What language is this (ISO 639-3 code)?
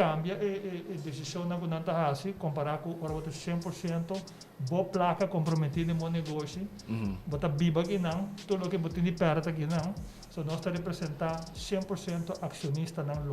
pap